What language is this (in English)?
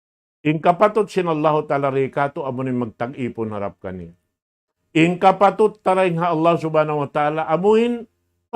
Tausug